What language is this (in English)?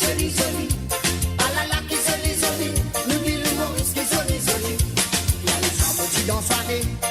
Morisyen